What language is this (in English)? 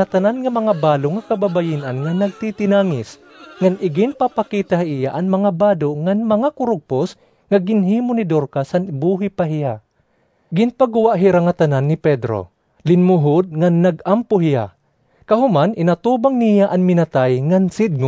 Waray